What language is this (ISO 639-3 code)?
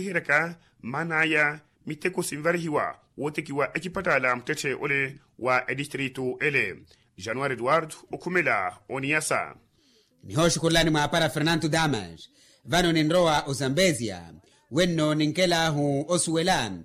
vmw